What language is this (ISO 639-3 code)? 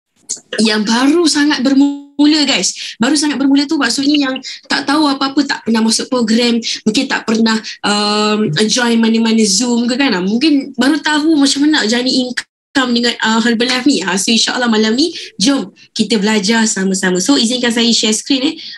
msa